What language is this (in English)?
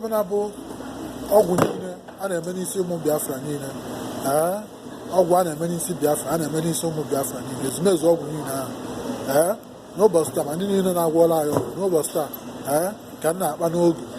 Igbo